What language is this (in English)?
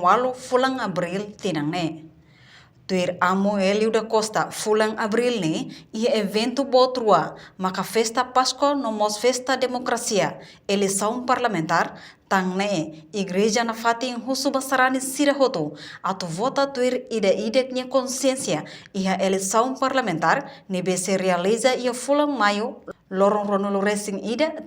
Tetum